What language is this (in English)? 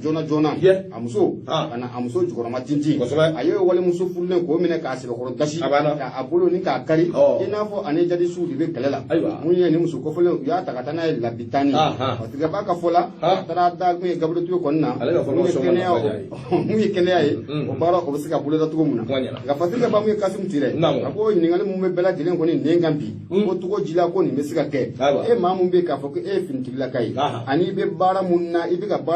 Bambara